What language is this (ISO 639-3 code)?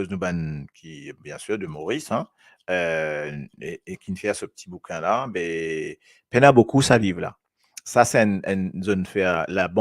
mfe